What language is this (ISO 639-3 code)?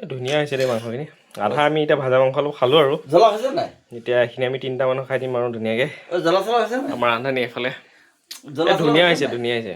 asm